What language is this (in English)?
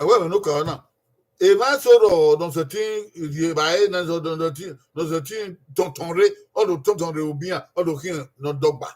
Bini